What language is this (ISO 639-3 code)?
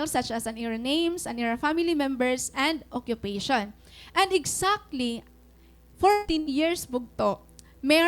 war